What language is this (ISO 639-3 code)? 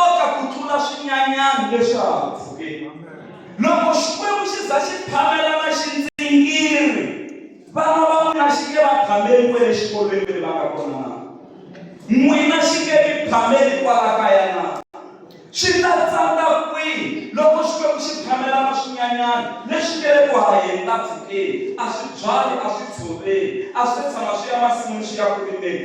tso